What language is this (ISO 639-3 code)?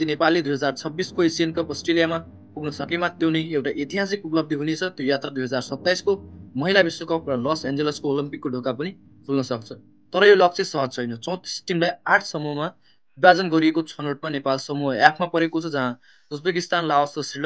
nep